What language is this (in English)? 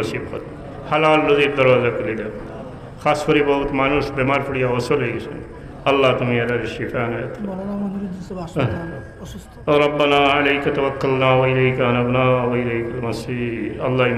Sylheti